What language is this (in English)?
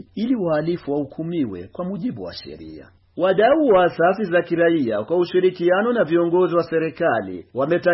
Swahili